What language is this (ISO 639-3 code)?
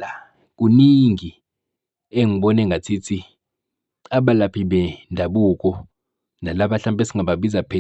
zul